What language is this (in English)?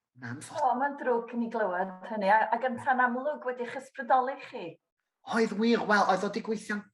Welsh